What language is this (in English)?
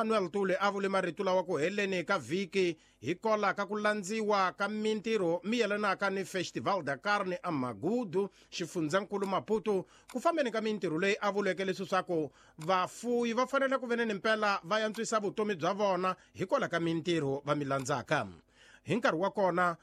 Tsonga